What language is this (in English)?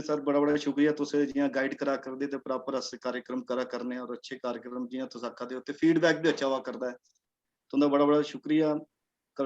Dogri